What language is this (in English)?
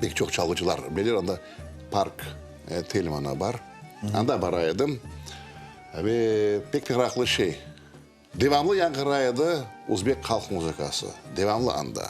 Crimean Tatar